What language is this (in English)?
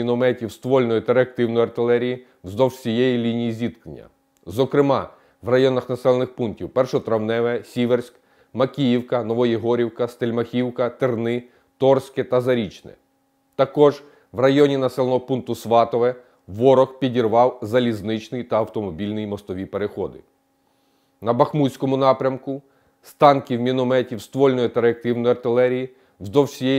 Ukrainian